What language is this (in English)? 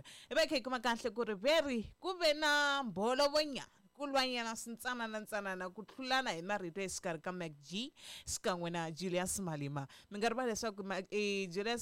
Tsonga